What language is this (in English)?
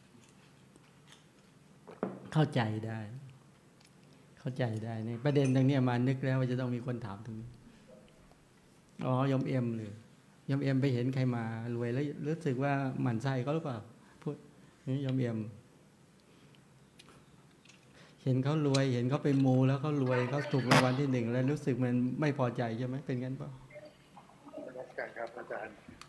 Thai